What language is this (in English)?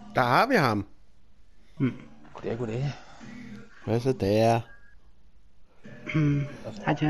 Danish